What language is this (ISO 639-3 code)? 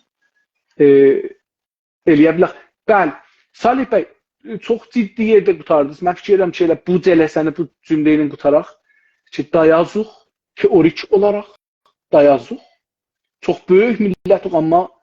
azb